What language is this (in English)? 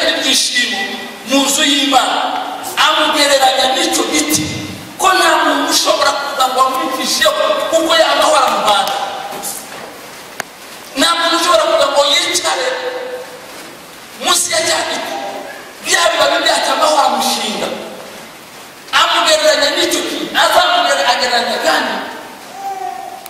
Kinyarwanda